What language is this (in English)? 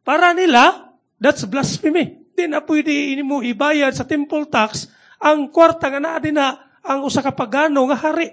Cebuano